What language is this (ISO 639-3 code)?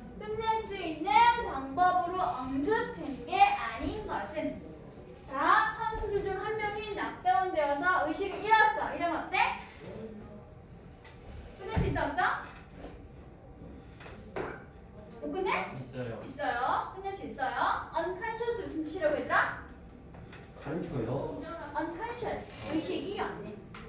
kor